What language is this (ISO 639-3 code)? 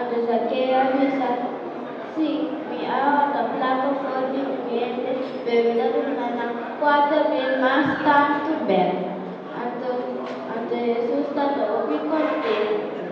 pap